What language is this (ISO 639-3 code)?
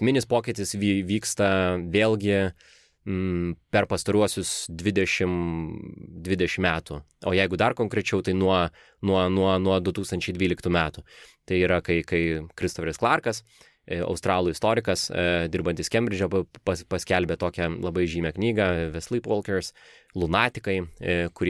lit